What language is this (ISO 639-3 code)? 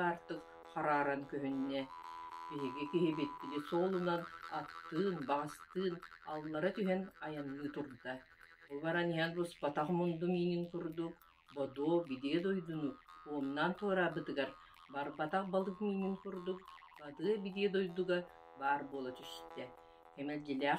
sah